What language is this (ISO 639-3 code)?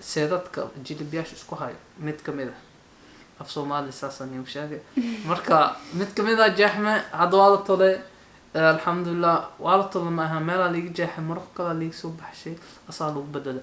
som